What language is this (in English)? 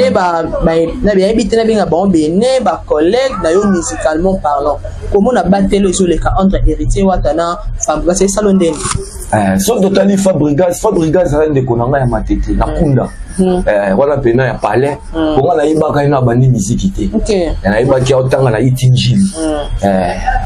Lingala